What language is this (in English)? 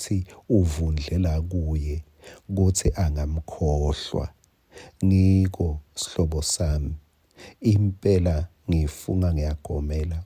Swati